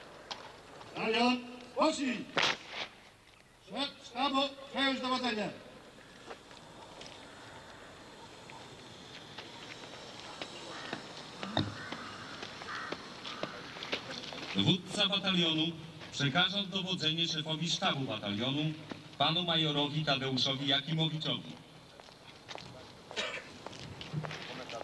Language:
Polish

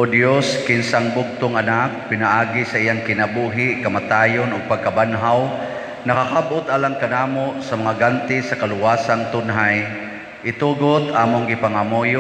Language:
Cebuano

